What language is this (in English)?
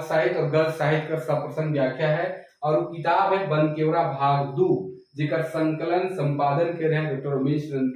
Sadri